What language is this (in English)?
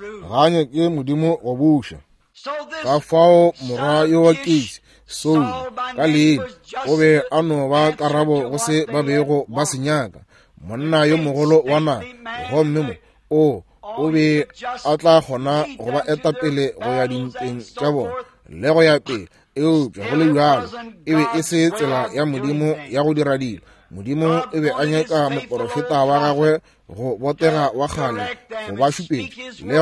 Northern Sotho